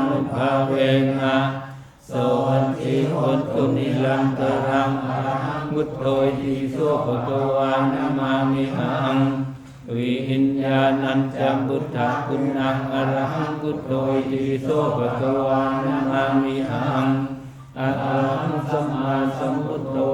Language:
Pali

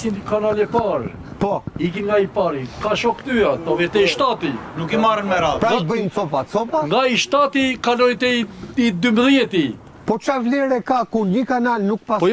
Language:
Albanian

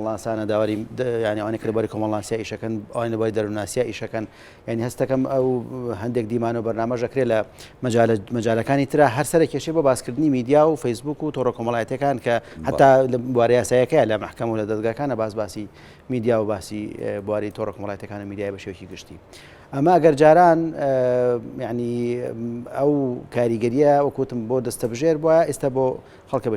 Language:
Central Kurdish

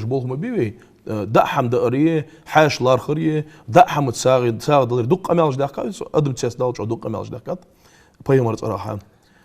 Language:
Ingush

